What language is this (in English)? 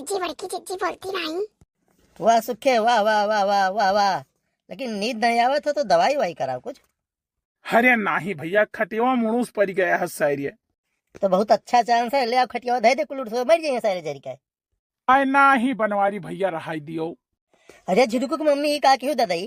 Awadhi